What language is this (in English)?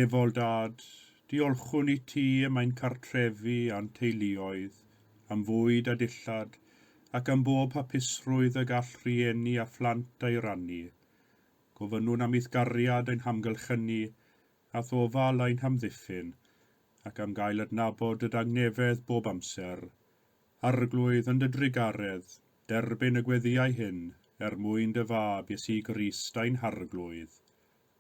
Welsh